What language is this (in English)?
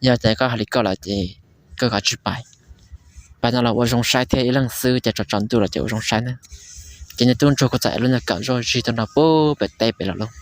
Hmong